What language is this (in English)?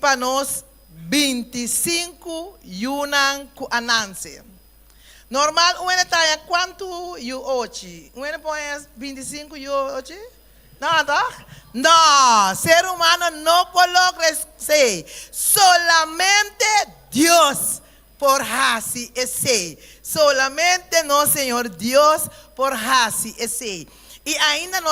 Papiamento